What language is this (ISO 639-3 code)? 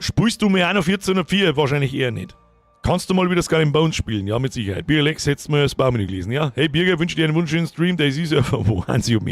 bar